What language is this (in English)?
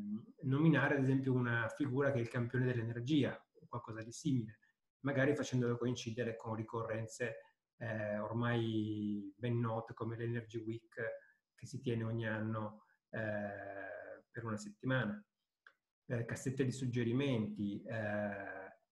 Italian